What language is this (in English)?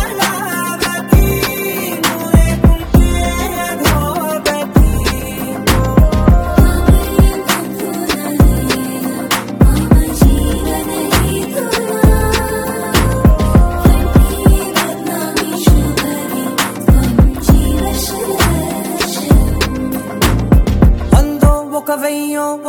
Telugu